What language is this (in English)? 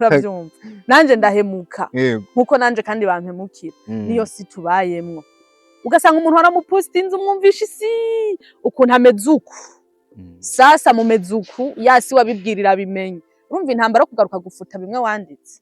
Rundi